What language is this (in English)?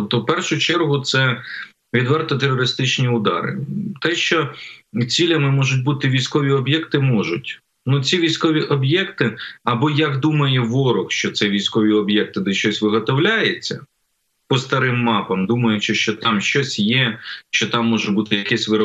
Ukrainian